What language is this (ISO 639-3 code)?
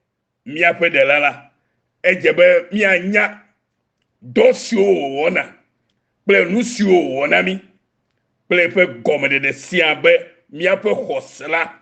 ewe